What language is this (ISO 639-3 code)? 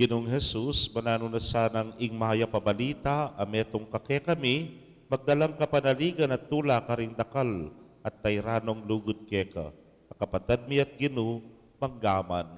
pam